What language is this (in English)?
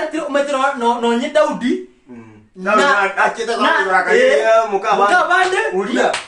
Gusii